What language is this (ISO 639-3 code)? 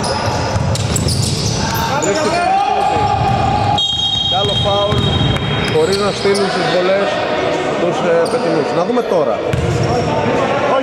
ell